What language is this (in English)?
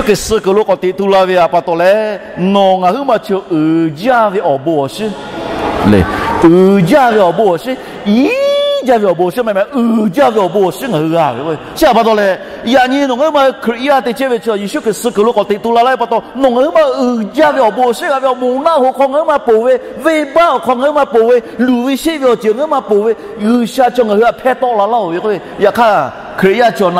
Lahu